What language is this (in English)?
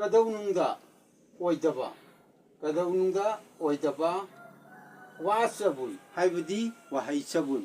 Manipuri